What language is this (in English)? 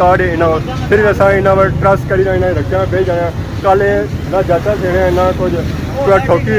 Pahari-Potwari